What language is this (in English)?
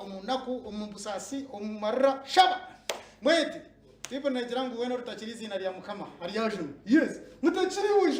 Nyankole